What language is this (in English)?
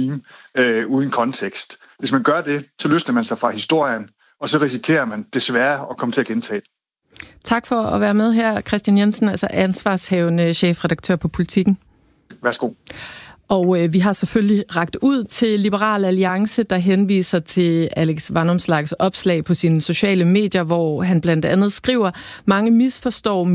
Danish